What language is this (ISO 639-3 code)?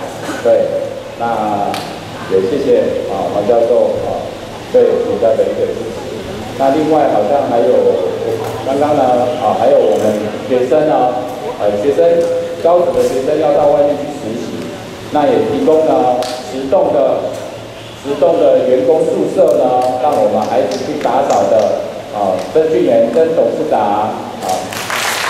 zho